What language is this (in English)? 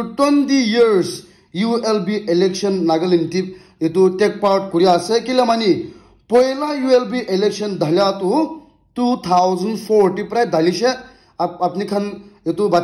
Naga Pidgin